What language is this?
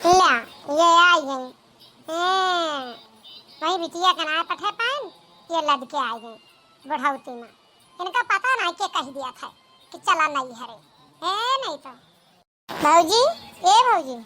Awadhi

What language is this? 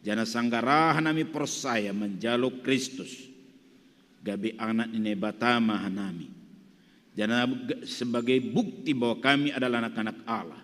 Batak Simalungun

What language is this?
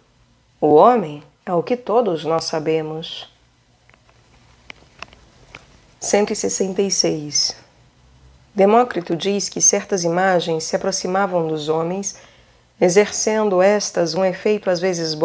Portuguese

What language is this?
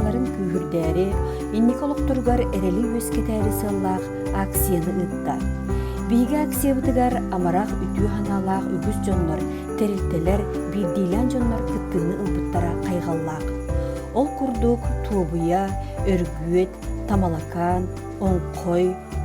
Yakut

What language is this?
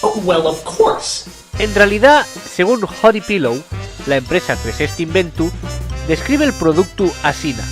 Asturian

